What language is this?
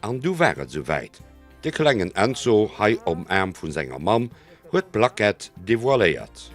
Luxembourgish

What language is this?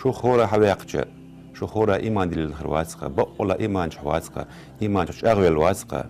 Chechen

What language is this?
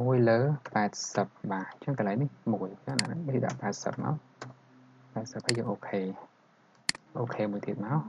Khmer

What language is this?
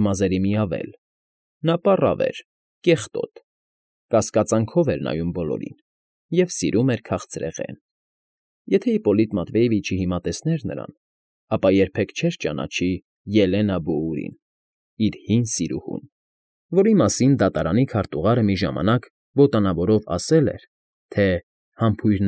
Armenian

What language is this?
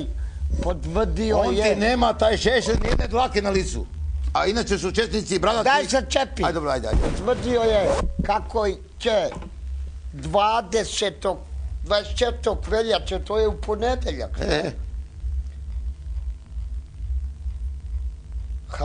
Croatian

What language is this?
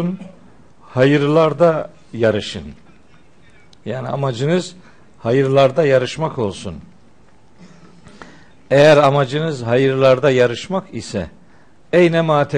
Turkish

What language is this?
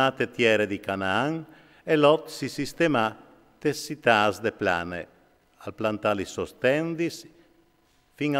Friulian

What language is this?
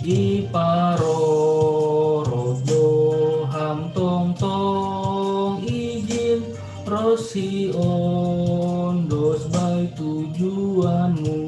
Batak Simalungun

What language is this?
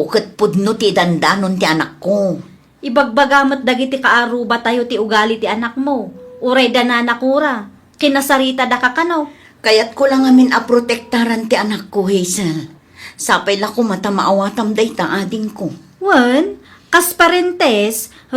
Iloko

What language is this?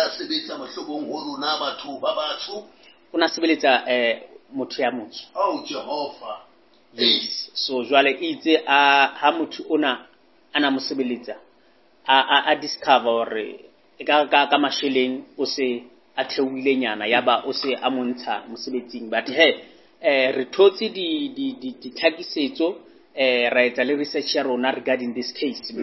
Southern Sotho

